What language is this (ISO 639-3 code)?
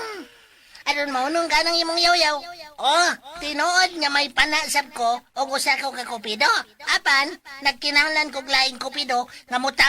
ceb